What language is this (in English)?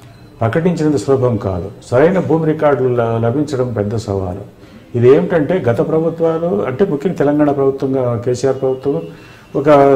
Telugu